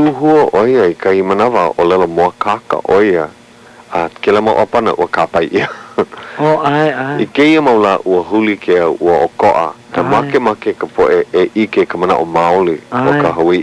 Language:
Hawaiian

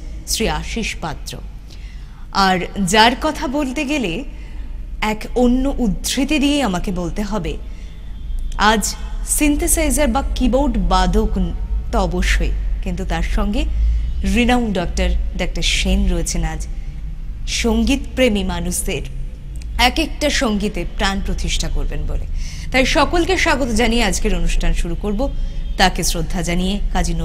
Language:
Bangla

